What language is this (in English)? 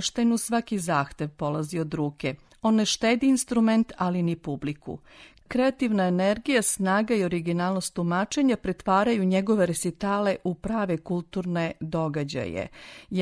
Serbian